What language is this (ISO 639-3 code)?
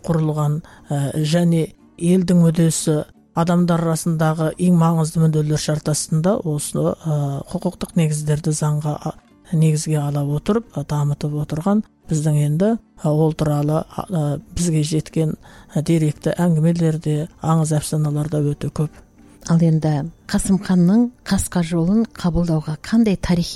kaz